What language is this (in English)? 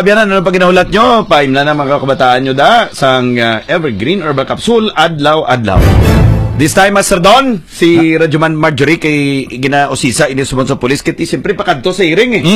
Hiligaynon